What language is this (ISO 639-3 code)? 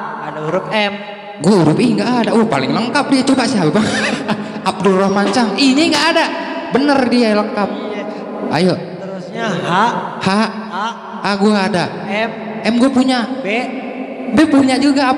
bew